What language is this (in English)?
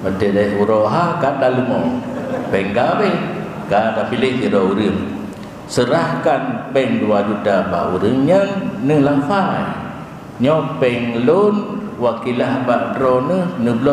Achinese